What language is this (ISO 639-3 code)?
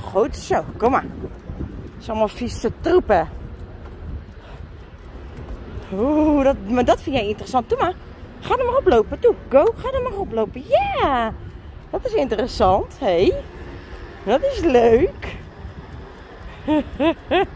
nld